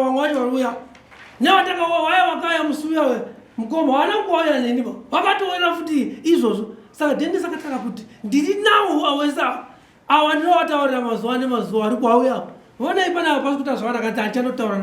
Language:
Shona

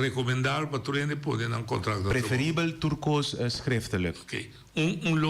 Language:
Papiamento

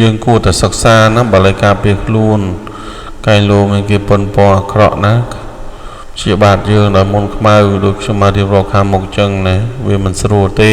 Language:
Khmer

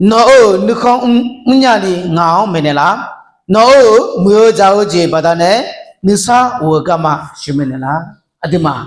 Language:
Akha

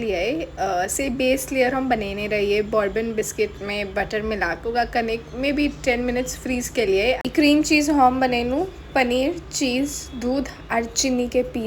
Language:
Maithili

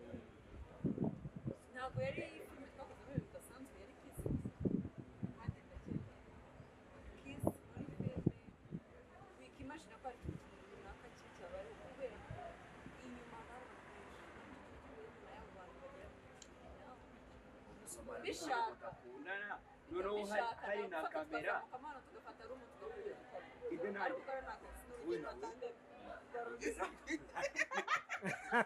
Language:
Kinyarwanda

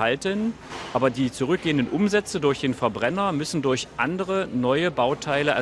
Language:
German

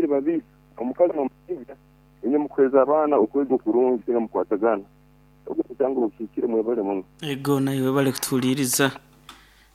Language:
Nyoro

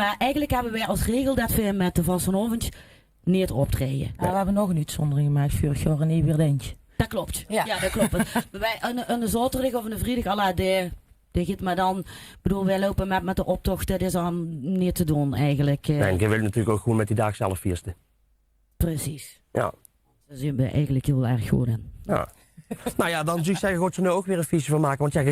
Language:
Limburgish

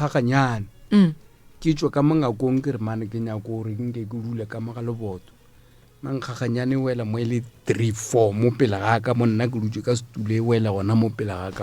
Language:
Northern Sotho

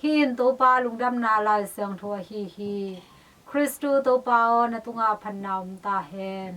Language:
Tedim Chin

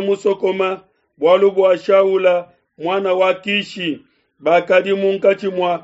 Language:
Luba-Lulua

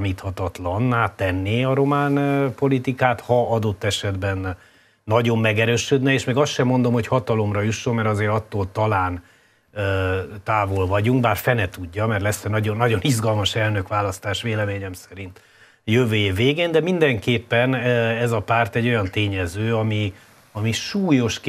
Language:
Hungarian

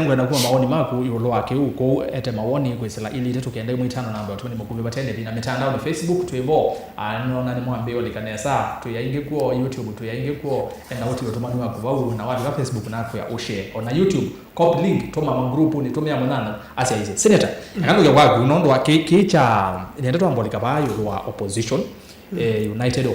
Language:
Kamba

